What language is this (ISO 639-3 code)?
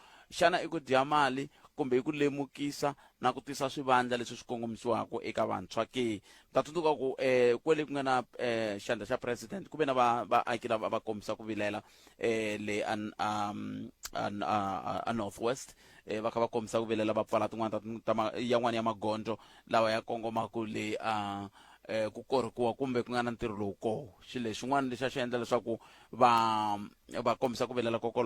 tso